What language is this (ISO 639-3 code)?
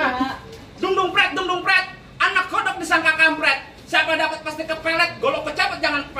bew